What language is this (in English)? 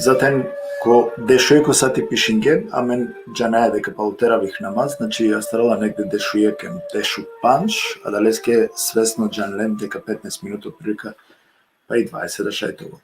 Balkan Romani